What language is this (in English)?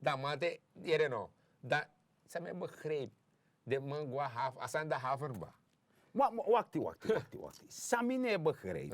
Sranan Tongo